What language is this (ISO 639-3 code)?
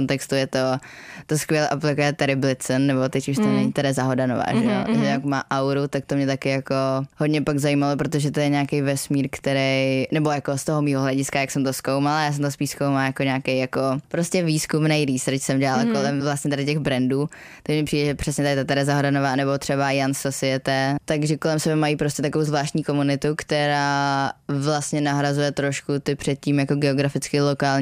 ces